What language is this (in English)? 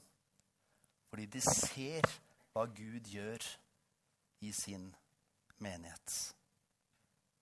Norwegian